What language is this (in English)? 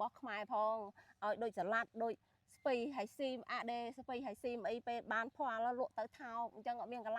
Khmer